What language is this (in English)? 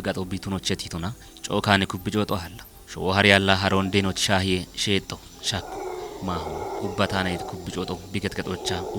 Kafa